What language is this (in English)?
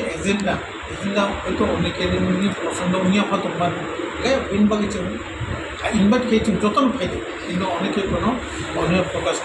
Riang (India)